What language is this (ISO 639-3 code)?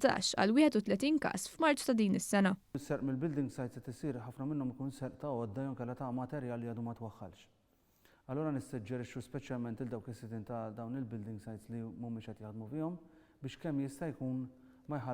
mlt